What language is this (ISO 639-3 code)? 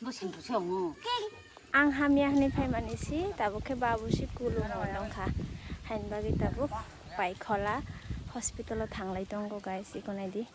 trp